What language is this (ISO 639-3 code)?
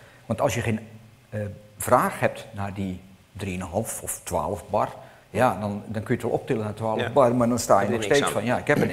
nld